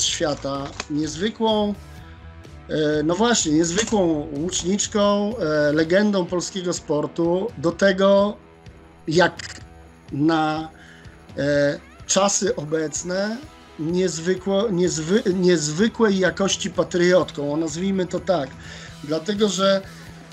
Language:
Polish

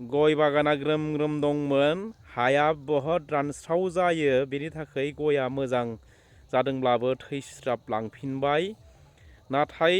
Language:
Bodo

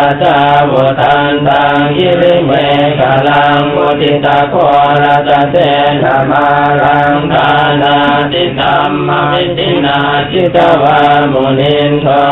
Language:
Pali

